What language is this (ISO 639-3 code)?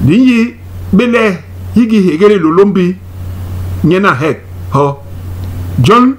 bas